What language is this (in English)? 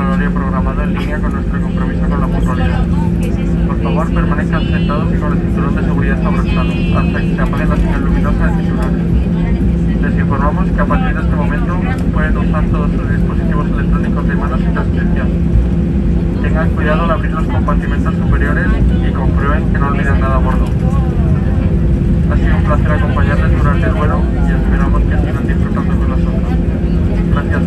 Spanish